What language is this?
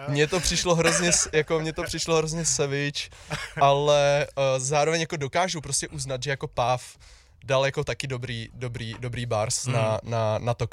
Czech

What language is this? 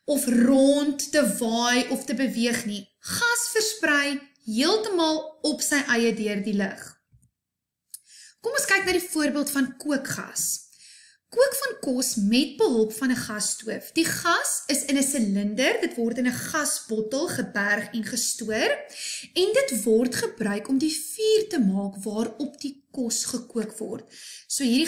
Afrikaans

